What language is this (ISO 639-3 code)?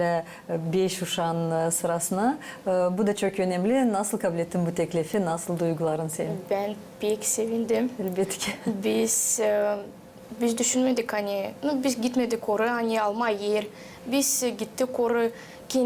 gag